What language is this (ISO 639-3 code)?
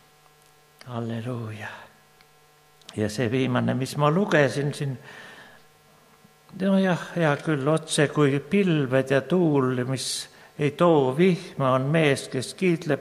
est